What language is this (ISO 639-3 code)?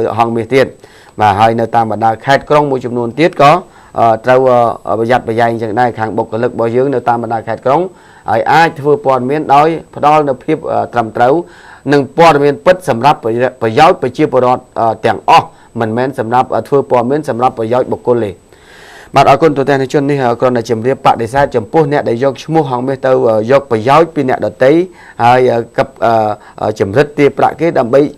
khm